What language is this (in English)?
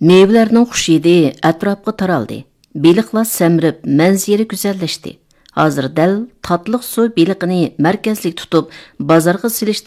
Uyghur